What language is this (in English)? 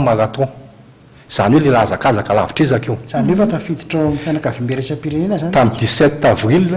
Malagasy